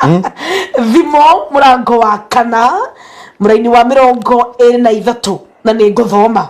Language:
Kikuyu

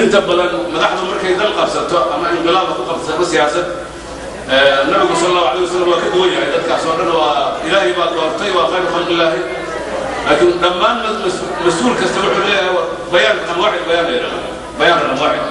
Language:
Somali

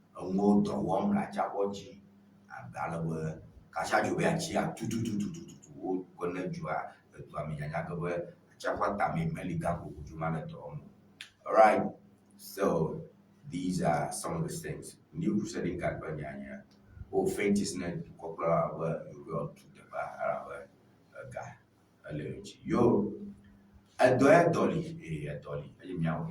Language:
Ewe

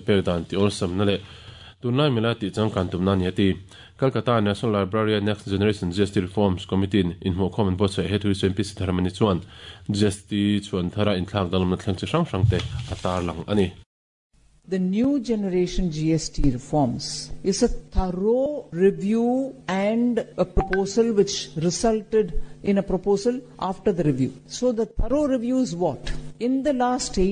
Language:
Mizo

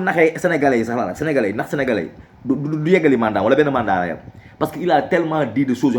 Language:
Wolof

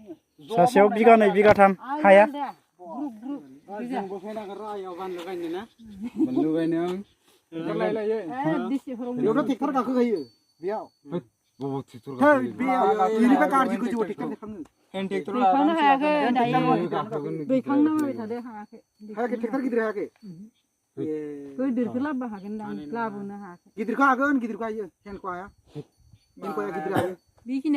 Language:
Bodo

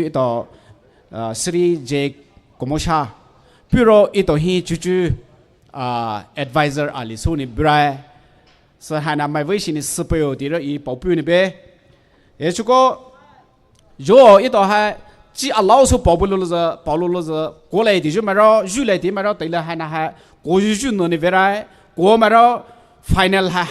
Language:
Poumei Naga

